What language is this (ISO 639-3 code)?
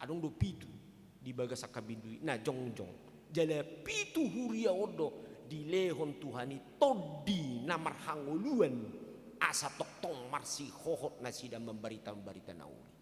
bbc